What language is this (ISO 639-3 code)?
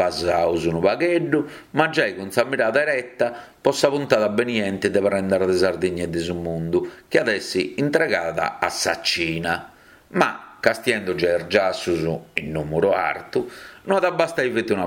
srd